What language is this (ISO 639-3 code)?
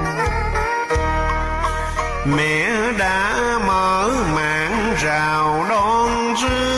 vie